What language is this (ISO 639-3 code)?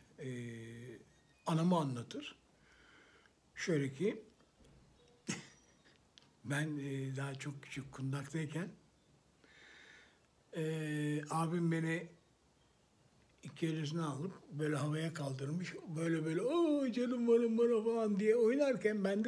tur